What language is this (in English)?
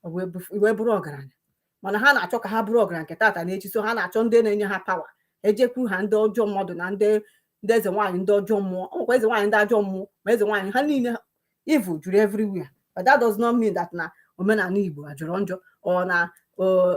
Igbo